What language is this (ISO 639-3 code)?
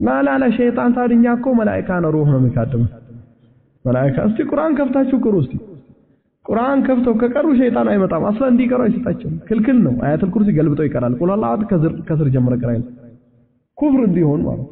amh